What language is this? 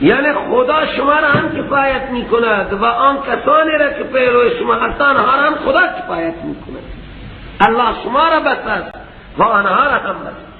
Persian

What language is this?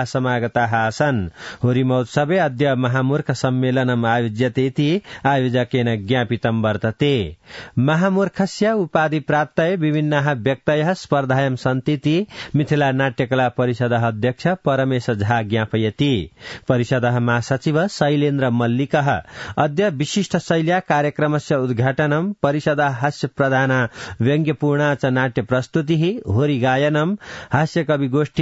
Sanskrit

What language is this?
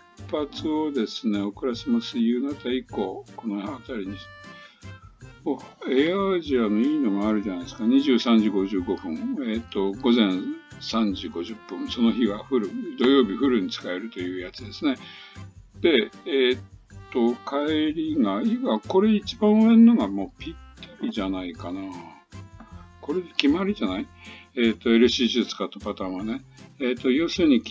Japanese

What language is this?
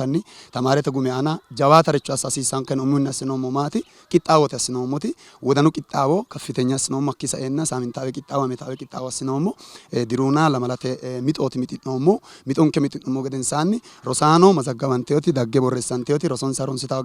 Sidamo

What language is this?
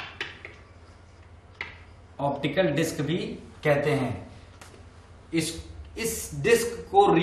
Hindi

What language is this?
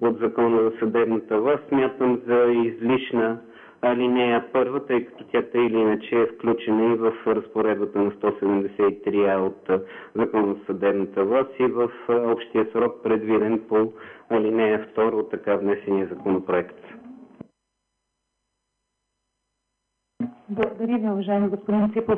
Bulgarian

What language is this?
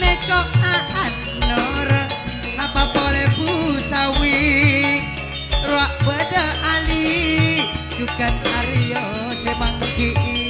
Madurese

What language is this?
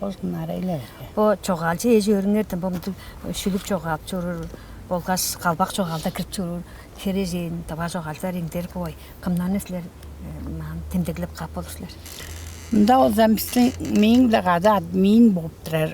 Tuvinian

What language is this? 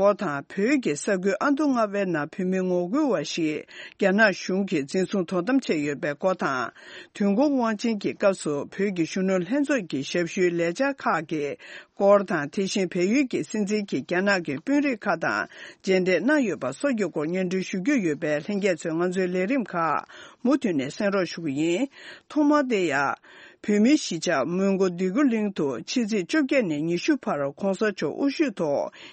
Tibetan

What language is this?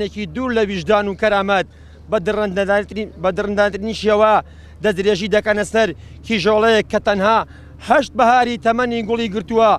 Central Kurdish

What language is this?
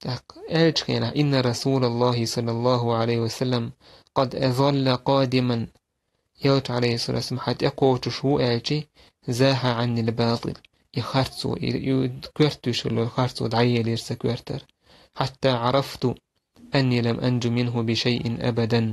Chechen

